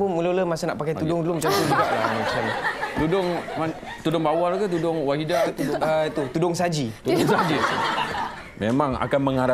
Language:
Malay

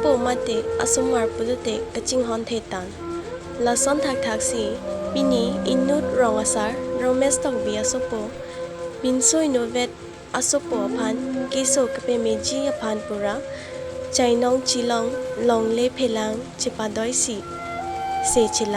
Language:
Karbi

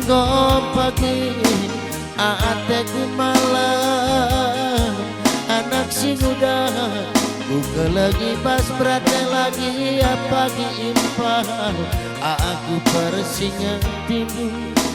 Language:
Batak Karo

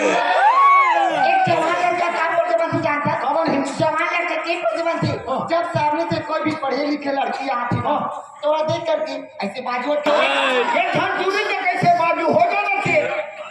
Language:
Chhattisgarhi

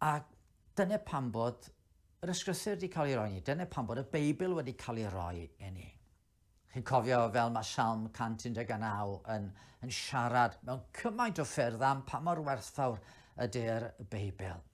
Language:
Welsh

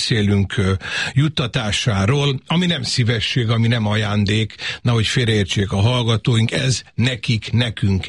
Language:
Hungarian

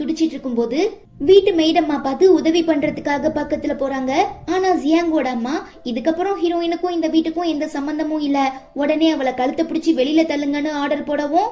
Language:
Tamil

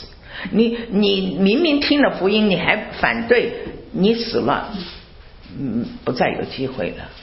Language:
Chinese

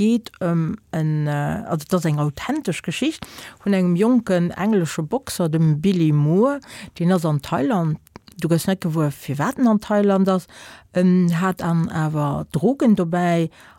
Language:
Luxembourgish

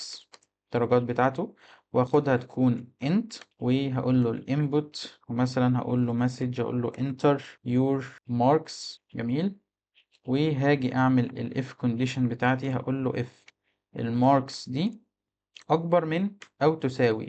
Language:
Egyptian Arabic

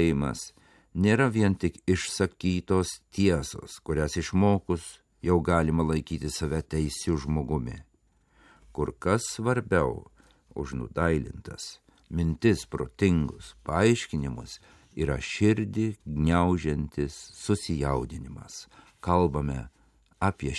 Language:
Lithuanian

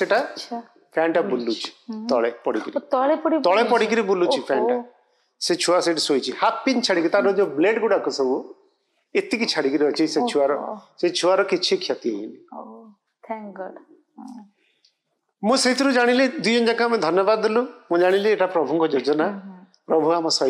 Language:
Odia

